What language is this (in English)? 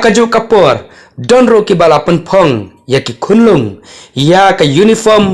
Khasi